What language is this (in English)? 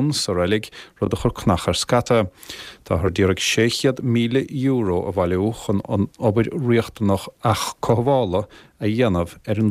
Irish